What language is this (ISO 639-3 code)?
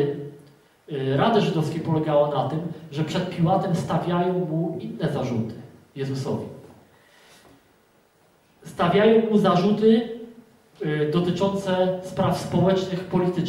pol